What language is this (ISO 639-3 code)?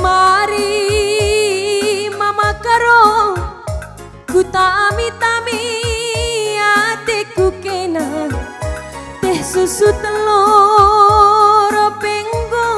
btx